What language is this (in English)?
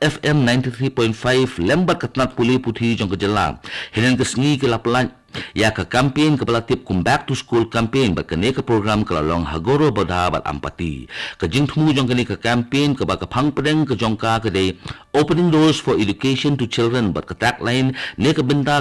Khasi